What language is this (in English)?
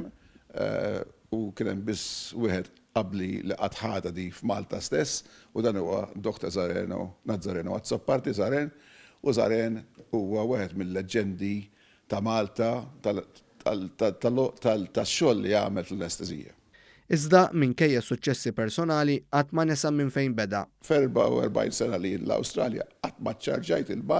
Maltese